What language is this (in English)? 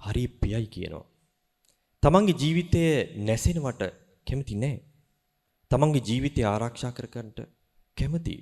Sinhala